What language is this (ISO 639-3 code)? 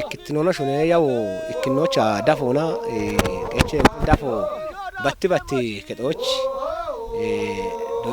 kbr